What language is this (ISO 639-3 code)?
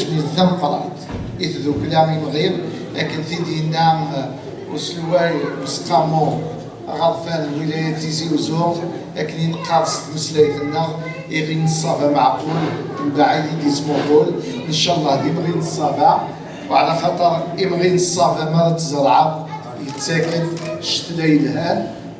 kab